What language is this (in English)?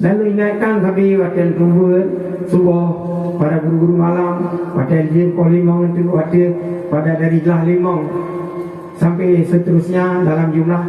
Achinese